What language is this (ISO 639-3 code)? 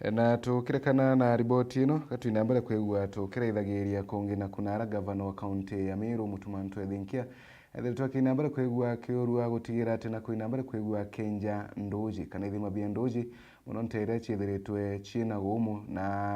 mer